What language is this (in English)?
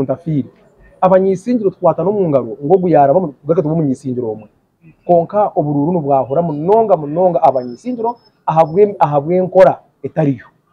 Nyankole